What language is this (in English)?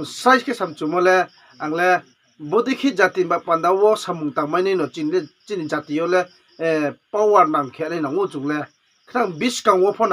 Riang (India)